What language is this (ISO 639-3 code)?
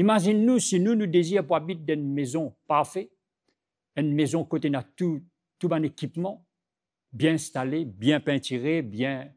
mfe